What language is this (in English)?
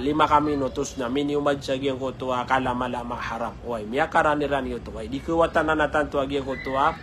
Maranao